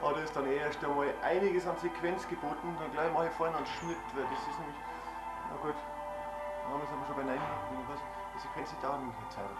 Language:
Bavarian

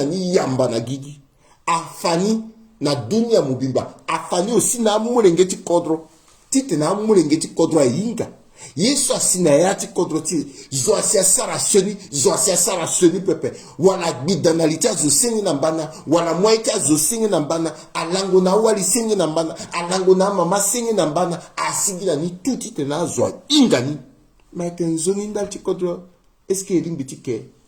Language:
Sango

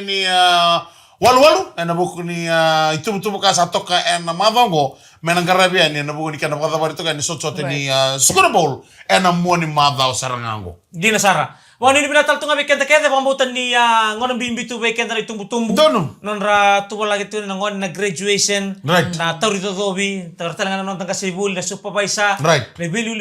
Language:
Fijian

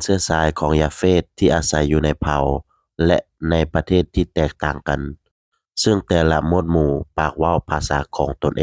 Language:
Lao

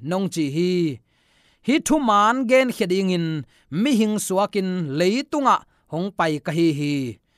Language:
Tedim Chin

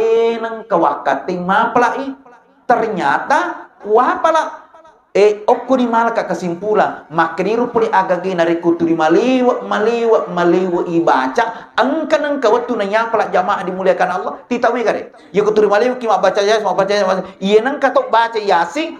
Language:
Buginese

